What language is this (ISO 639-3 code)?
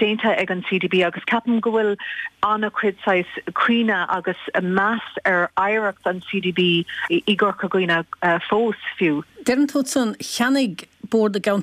gle